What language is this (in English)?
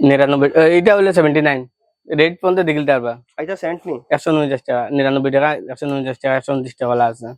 Sylheti